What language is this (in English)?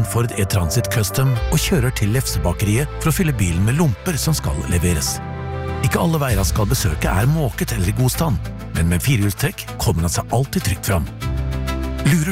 Norwegian